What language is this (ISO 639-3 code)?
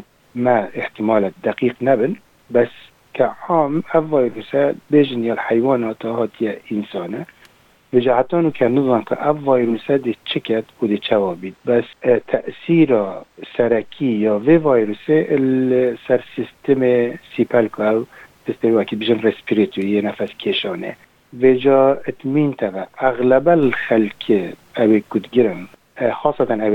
kur